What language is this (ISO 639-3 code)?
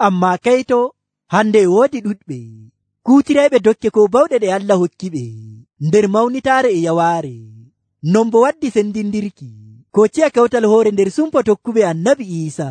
fuv